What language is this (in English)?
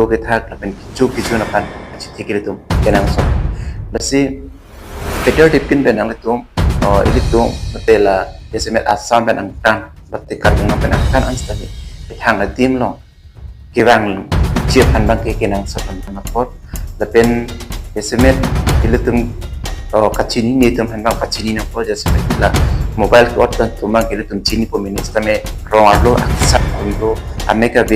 Karbi